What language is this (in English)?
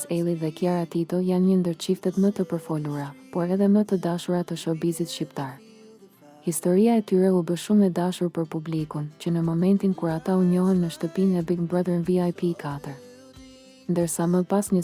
Albanian